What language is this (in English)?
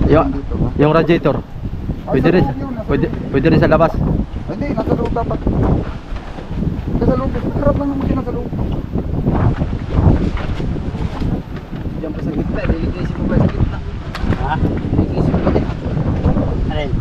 Filipino